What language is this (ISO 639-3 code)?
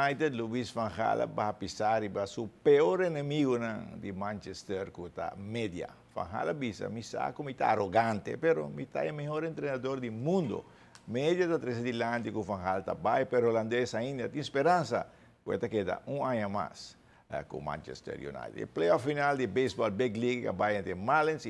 pap